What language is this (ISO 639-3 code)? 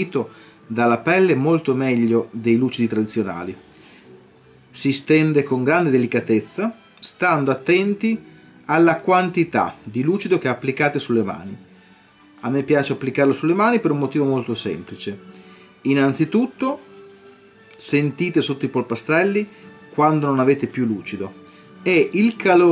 ita